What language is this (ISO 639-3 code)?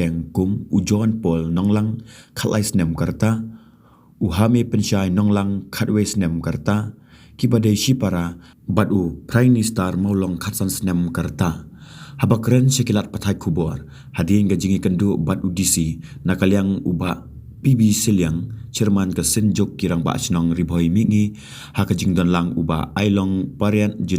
kha